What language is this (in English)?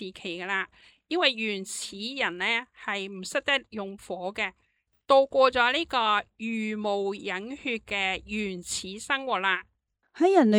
Cantonese